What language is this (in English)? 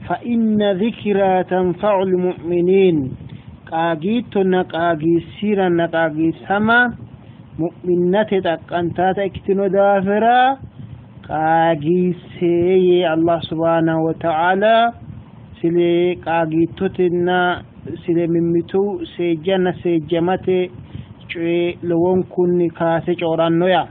Sidamo